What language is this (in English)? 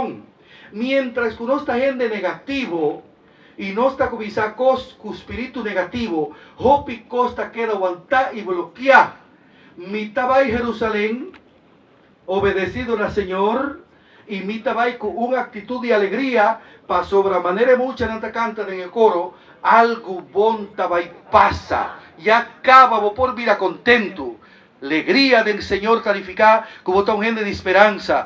Papiamento